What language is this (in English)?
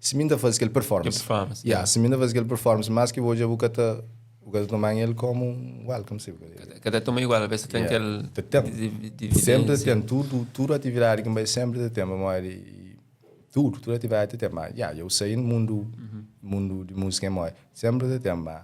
Kabuverdianu